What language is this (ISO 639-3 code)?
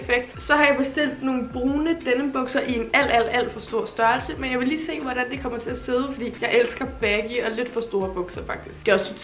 dan